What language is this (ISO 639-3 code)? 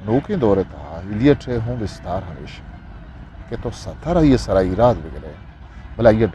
bgp